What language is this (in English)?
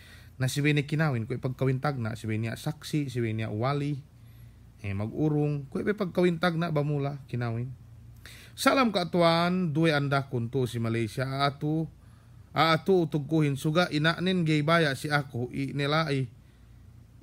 Yakan